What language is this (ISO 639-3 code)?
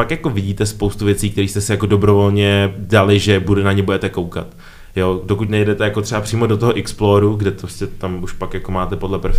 ces